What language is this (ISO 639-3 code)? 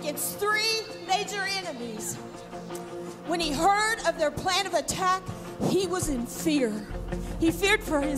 eng